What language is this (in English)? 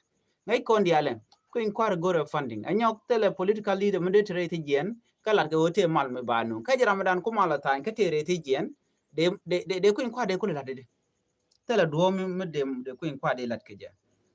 Nuer